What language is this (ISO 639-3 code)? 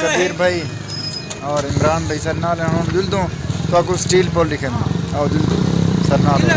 skr